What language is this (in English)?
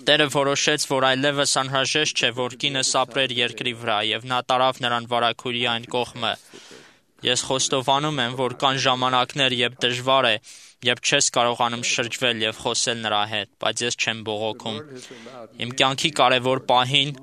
Armenian